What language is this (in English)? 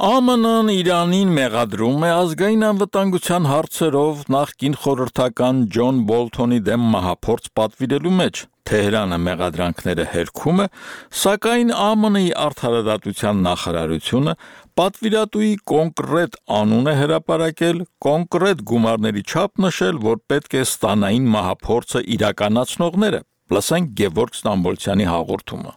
Armenian